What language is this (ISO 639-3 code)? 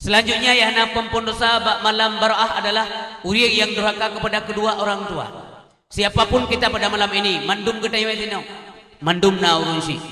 ace